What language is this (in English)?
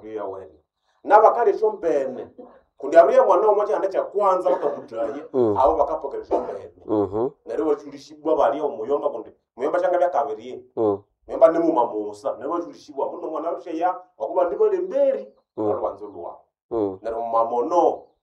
Nande